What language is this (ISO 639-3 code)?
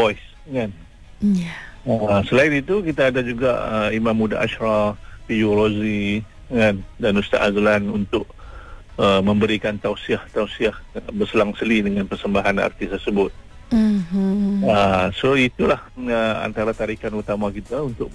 msa